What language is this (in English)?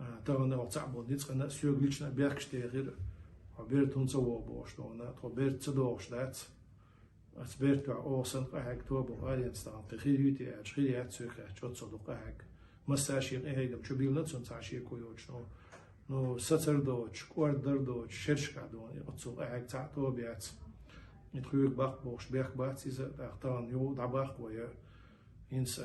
Chechen